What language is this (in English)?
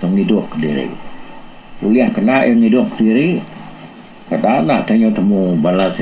Iban